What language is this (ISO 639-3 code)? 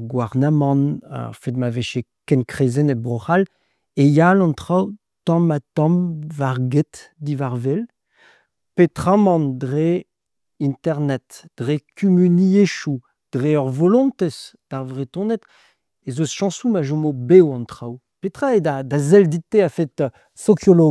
bre